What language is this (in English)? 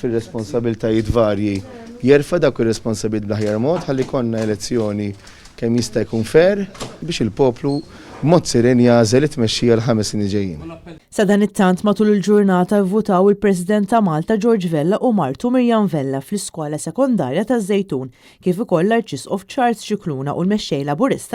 Maltese